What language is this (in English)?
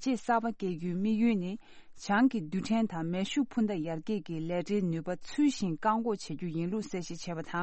Tibetan